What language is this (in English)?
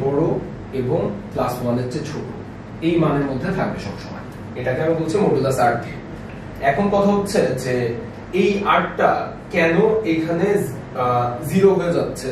Bangla